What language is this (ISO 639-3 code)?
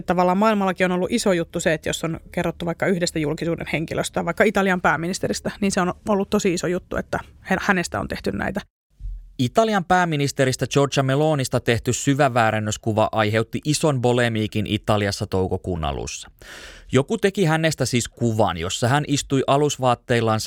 fin